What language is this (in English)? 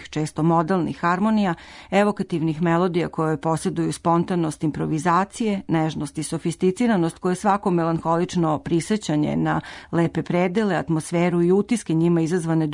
Serbian